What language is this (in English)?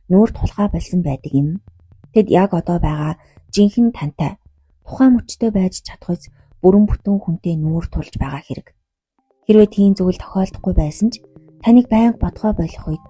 Mongolian